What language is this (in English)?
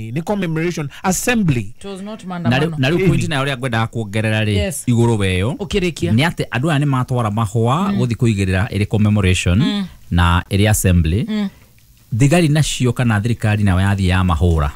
Kikuyu